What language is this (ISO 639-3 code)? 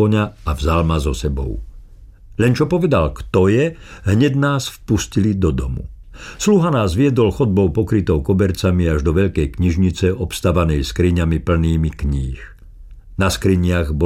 slk